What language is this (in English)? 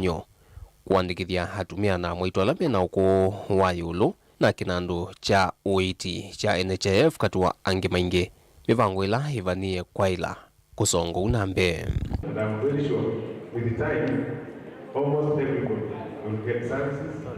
Kamba